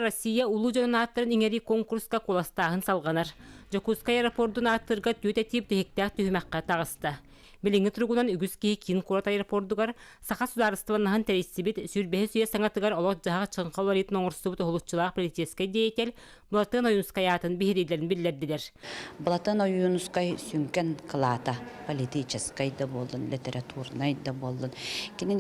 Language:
Yakut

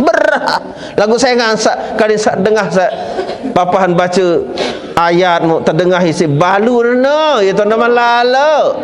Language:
Sasak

